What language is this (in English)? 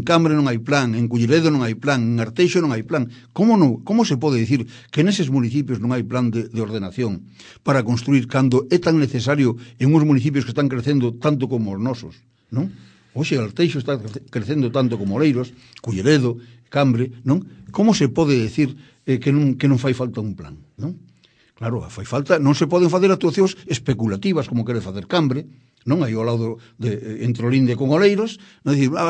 Galician